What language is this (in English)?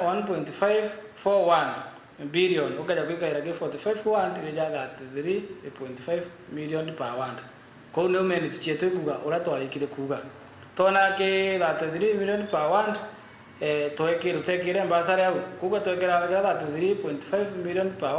Meru